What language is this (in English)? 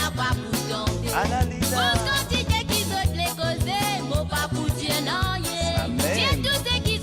Morisyen